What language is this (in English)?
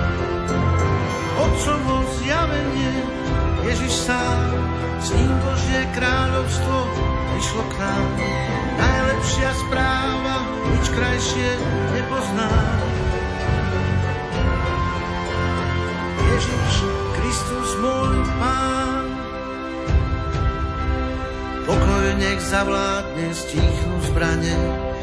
Slovak